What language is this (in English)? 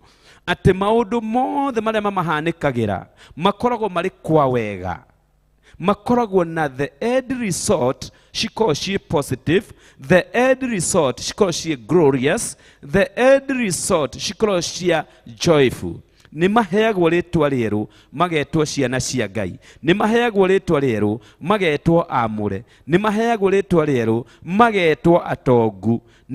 Kikuyu